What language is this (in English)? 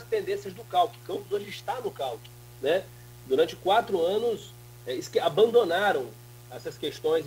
Portuguese